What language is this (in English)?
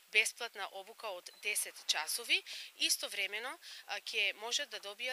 Macedonian